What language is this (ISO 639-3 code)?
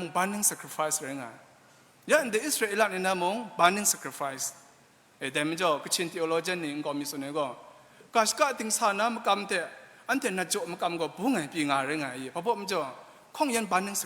kac